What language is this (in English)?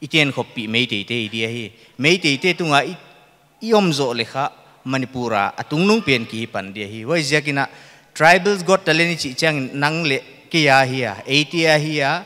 Paite Chin